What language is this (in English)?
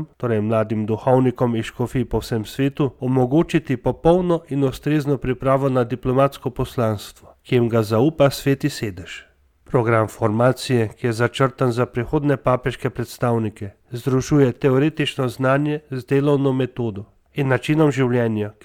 Slovenian